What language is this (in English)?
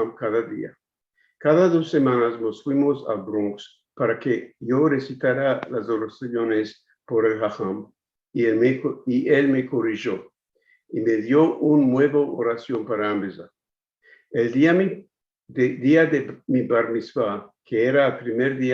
Ladino